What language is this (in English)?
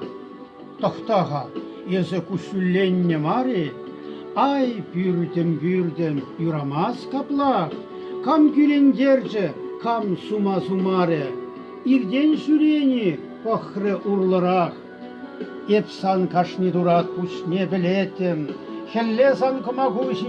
Chuvash